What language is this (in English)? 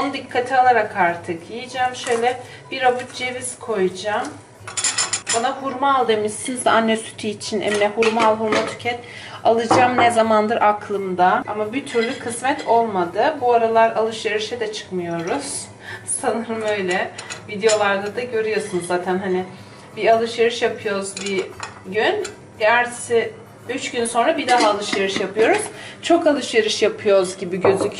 Turkish